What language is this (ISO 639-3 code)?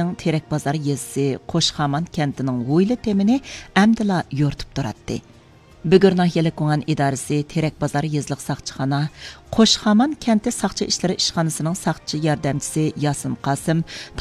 uig